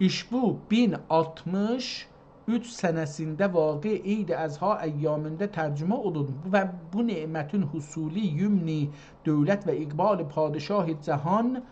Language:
South Azerbaijani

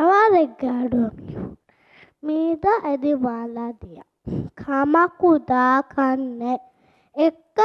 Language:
Divehi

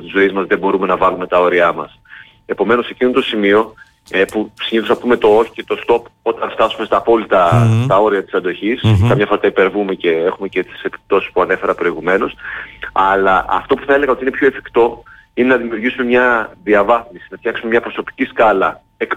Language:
Greek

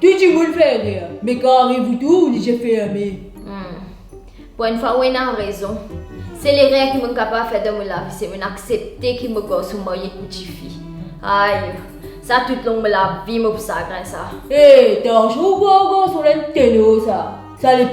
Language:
Morisyen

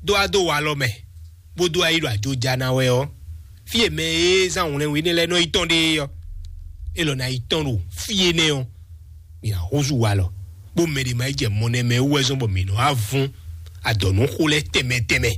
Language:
Fon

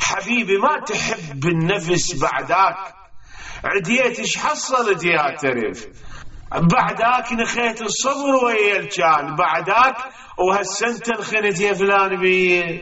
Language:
Mesopotamian Arabic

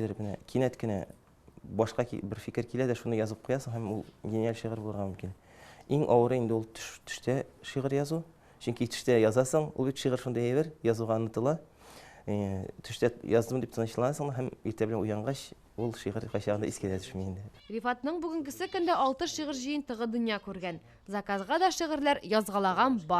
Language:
Tatar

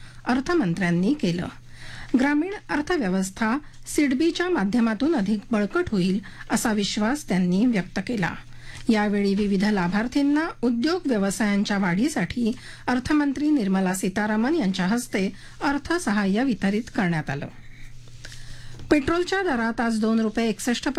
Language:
Marathi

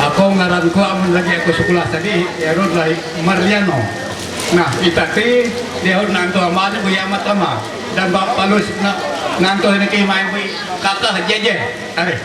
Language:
Ma'anyan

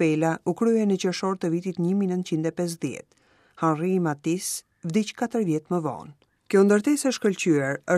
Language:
Albanian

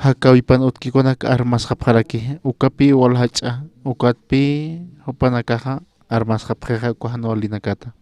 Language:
Aymara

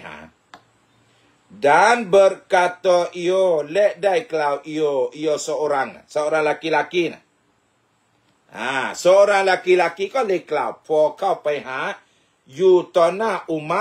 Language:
Thai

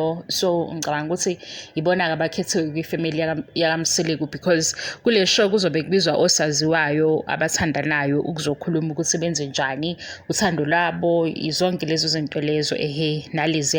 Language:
Zulu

